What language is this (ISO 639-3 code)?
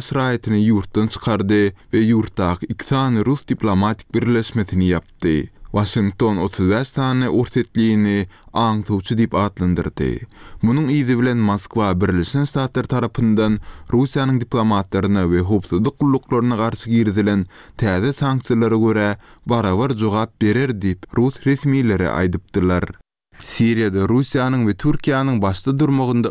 tuk